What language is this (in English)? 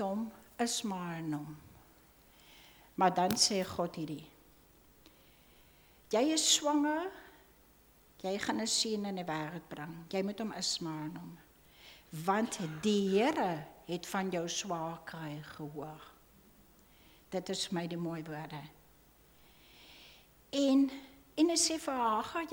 Afrikaans